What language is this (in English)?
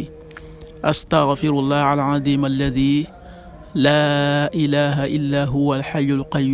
Wolof